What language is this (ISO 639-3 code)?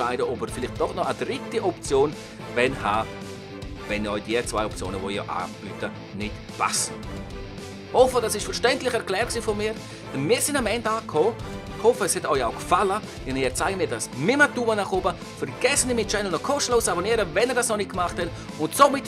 gsw